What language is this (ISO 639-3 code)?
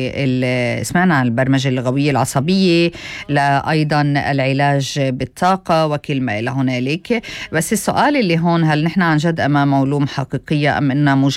apc